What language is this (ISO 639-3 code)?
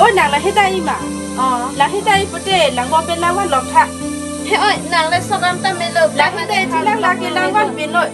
mjw